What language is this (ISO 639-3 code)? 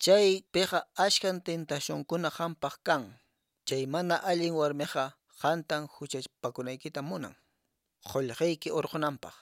que